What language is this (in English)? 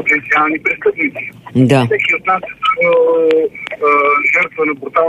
Bulgarian